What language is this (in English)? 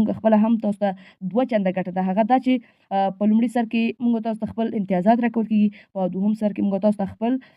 Pashto